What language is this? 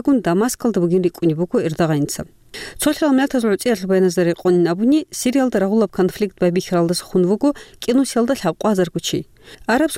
Avaric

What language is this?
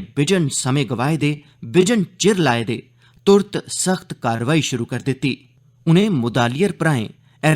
Dogri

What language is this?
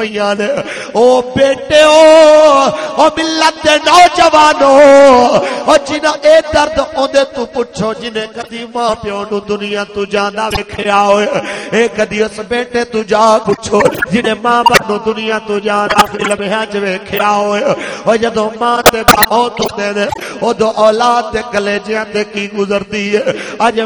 Western Panjabi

